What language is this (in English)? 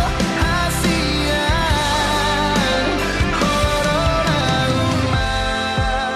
Batak Toba